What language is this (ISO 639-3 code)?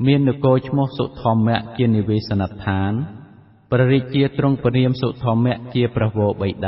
khm